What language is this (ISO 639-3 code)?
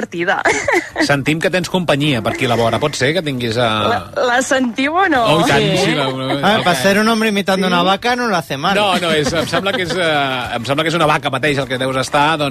cat